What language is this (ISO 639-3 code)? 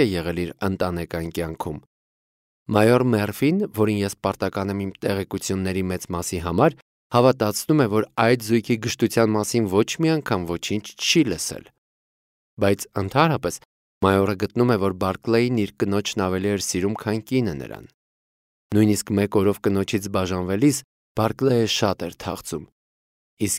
hye